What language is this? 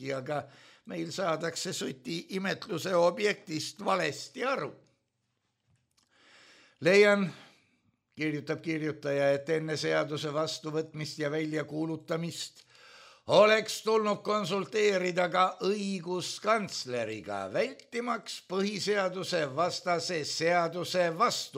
Estonian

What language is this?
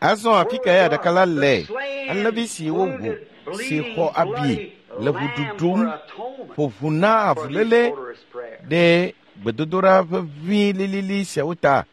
Ewe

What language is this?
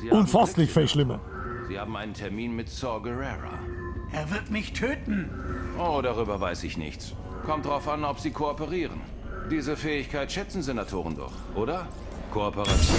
Bavarian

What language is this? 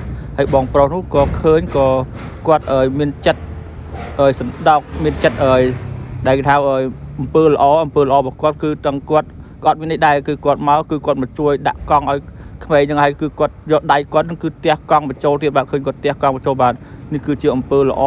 Khmer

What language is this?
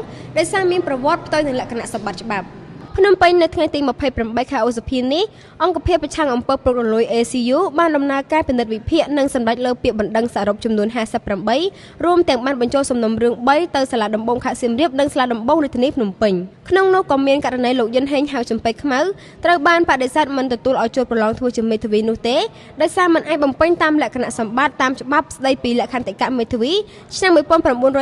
Khmer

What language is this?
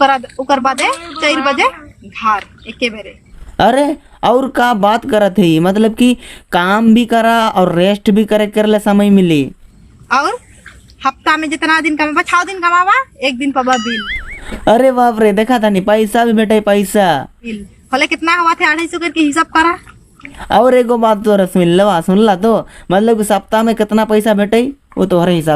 Sadri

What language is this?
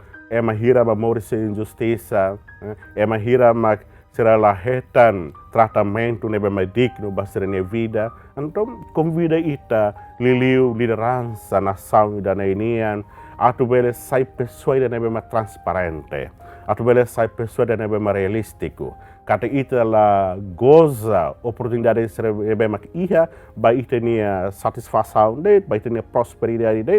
Tetum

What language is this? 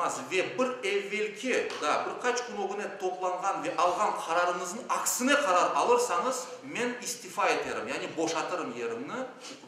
Crimean Tatar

